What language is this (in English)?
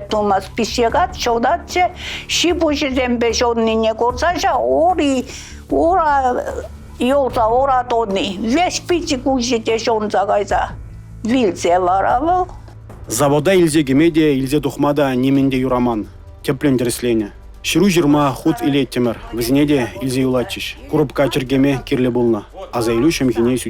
Chuvash